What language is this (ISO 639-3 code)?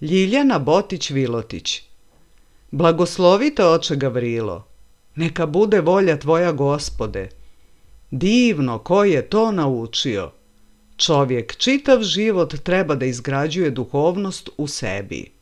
srp